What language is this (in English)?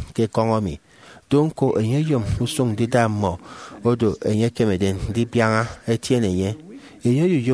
Efik